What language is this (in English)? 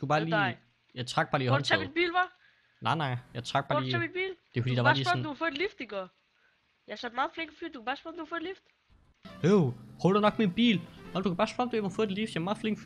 Danish